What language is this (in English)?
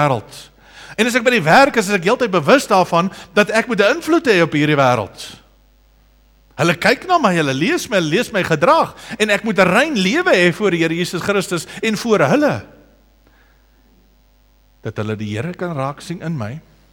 Afrikaans